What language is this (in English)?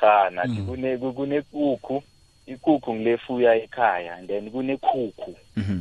South Ndebele